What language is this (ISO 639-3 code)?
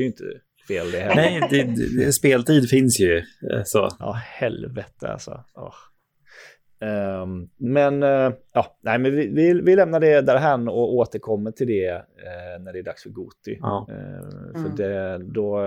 swe